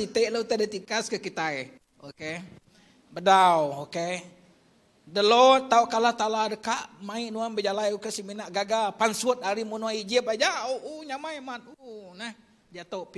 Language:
Iban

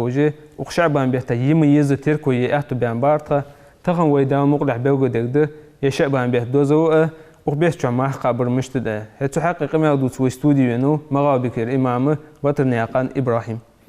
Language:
Ingush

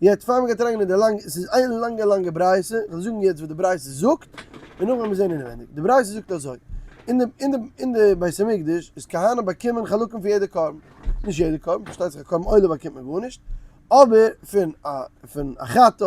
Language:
Yiddish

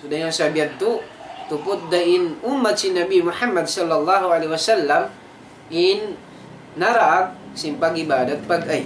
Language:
Tausug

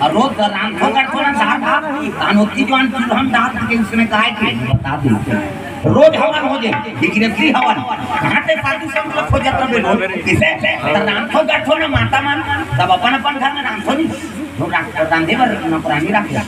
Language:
Chhattisgarhi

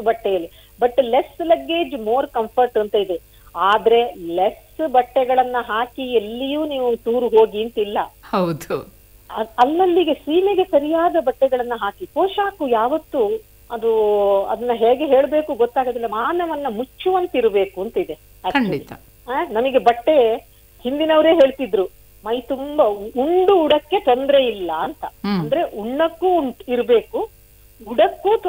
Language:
Kannada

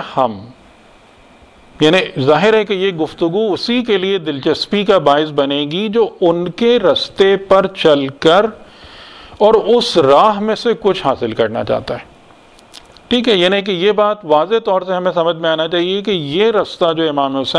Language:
Urdu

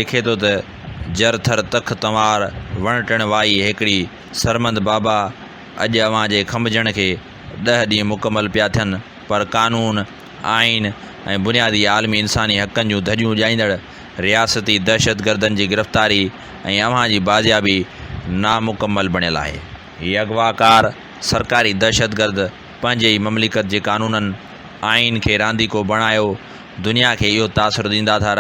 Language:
Sindhi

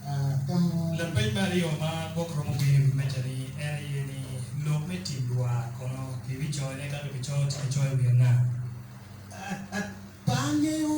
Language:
Acoli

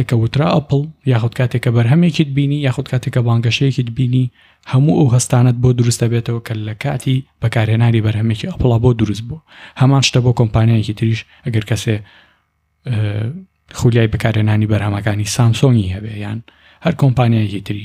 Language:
Central Kurdish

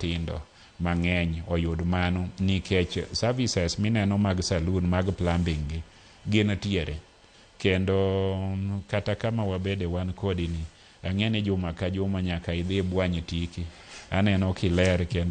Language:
Luo (Kenya and Tanzania)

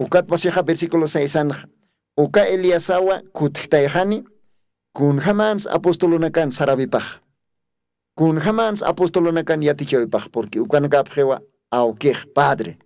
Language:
Aymara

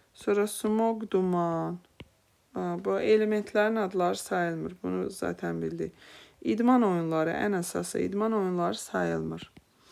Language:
Azerbaijani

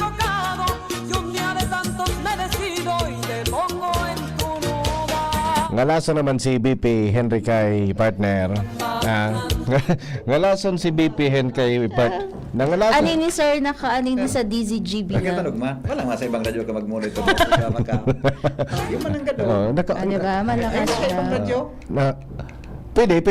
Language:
Bikol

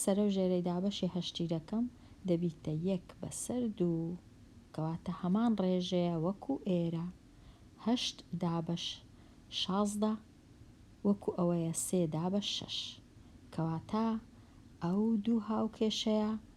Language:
Central Kurdish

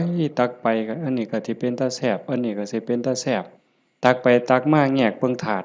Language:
Lao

